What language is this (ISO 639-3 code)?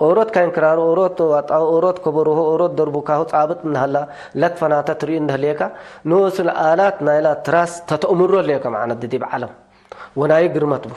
tig